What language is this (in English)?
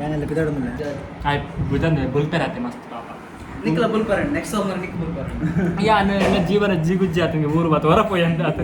Tulu